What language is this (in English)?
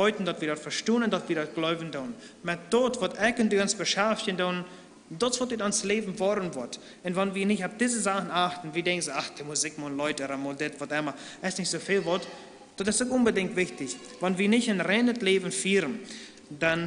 Plautdietsch